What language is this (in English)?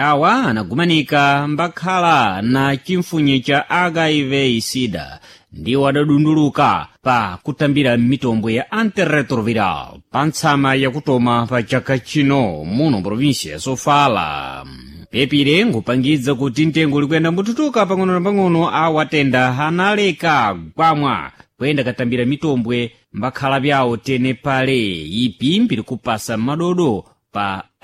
Sena